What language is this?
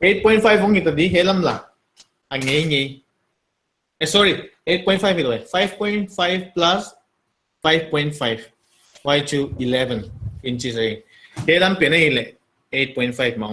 Paite Chin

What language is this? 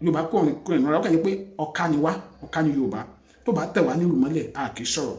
Yoruba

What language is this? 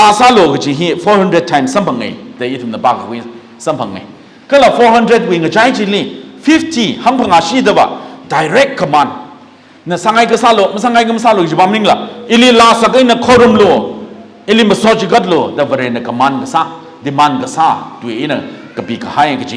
Tangkhul Naga (India)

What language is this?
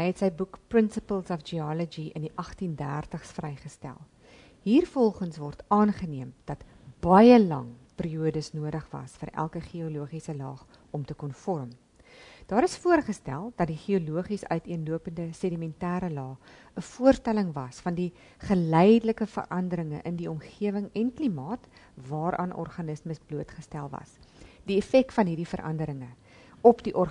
Afrikaans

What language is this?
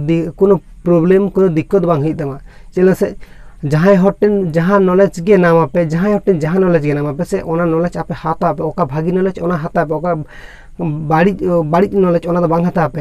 Santali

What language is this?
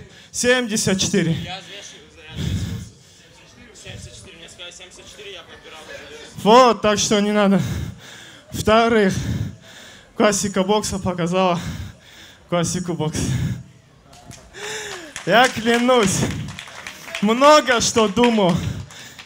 Russian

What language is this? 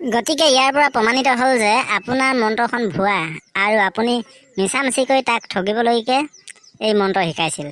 Assamese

